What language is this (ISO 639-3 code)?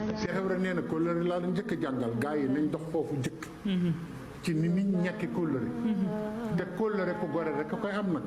wol